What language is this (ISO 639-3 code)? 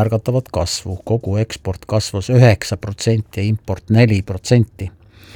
est